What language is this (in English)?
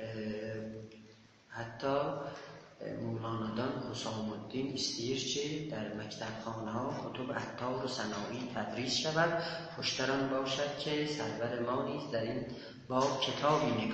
South Azerbaijani